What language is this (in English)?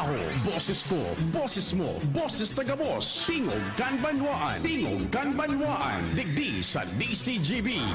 Bikol